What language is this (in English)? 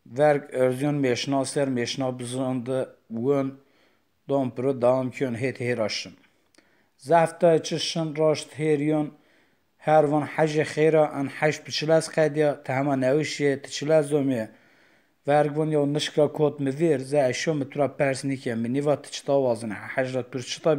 Zaza